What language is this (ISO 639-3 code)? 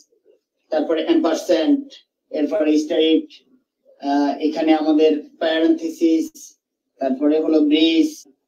ben